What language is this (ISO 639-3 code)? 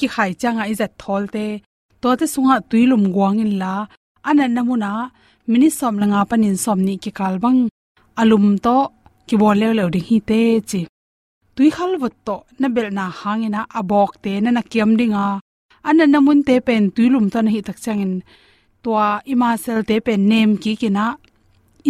ctd